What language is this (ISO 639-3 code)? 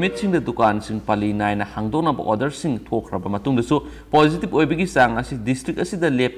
mni